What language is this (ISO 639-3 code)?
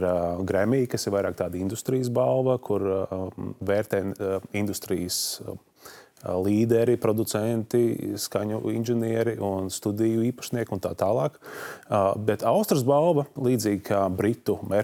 lav